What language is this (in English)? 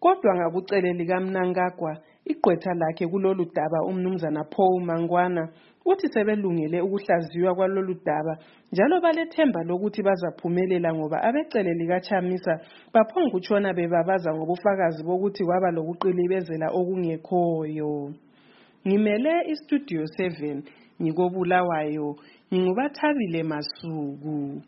North Ndebele